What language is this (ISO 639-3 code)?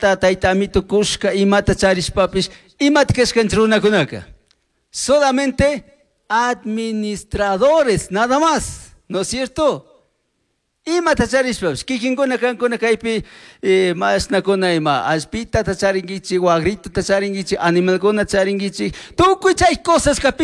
qug